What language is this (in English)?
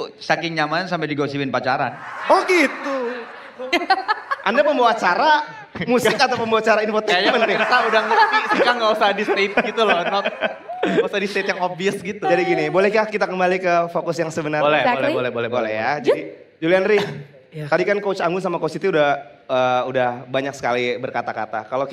Indonesian